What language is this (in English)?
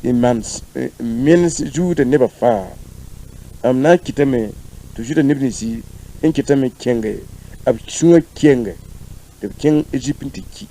Mossi